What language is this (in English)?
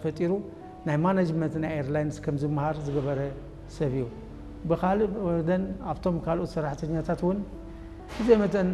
Tigrinya